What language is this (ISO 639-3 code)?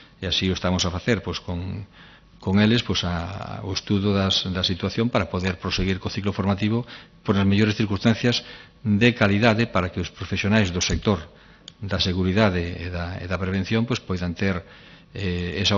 glg